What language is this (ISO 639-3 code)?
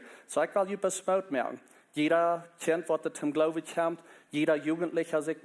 pdt